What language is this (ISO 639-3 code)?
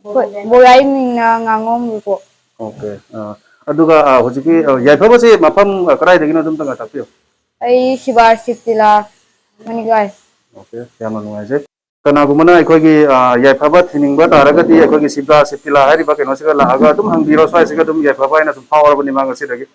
mni